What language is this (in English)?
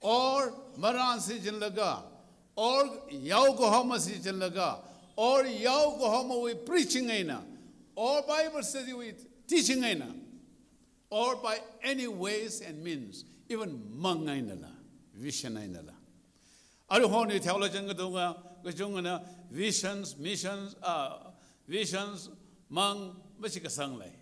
Tangkhul Naga (India)